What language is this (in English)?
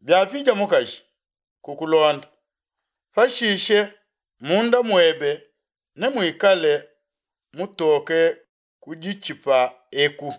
Luba-Lulua